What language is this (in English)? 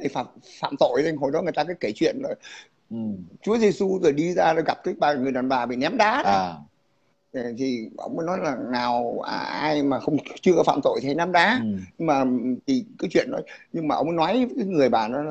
Vietnamese